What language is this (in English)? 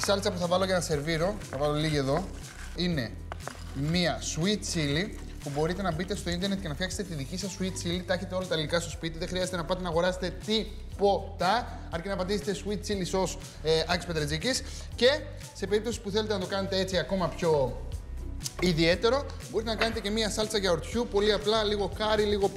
Greek